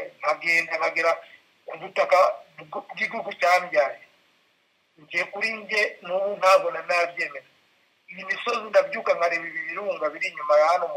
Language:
Kinyarwanda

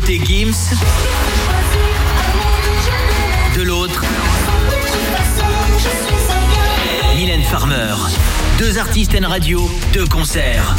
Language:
French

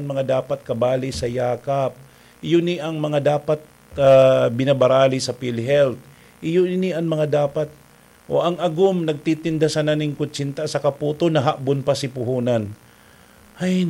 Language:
Bikol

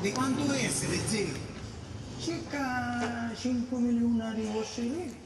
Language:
Sicilian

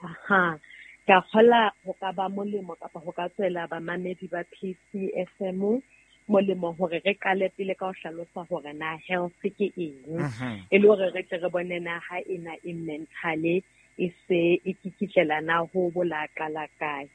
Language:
Southern Sotho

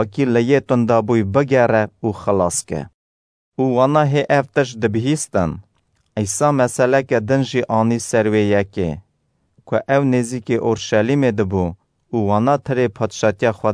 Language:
Kurdish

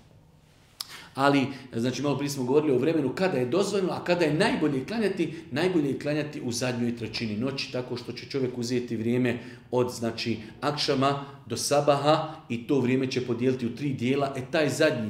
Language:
Bosnian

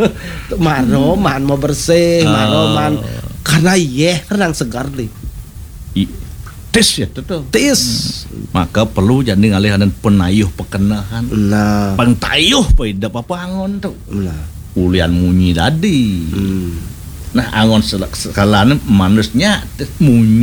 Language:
Balinese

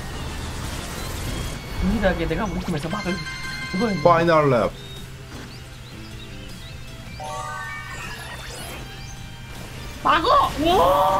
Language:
Korean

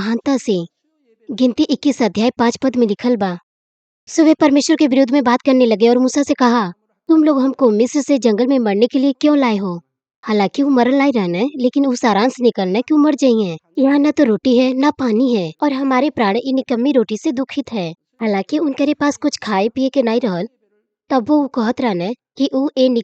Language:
Bhojpuri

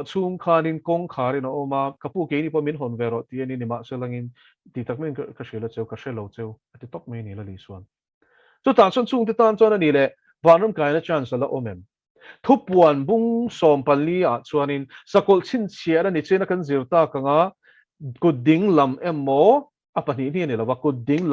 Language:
Mizo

